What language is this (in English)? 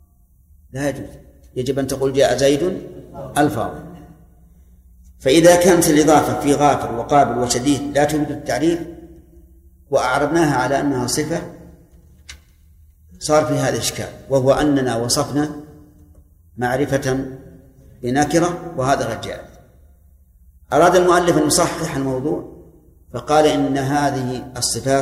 Arabic